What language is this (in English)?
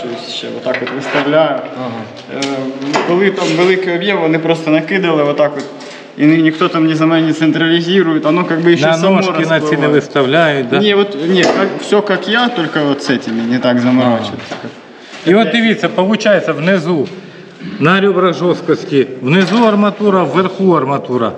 Ukrainian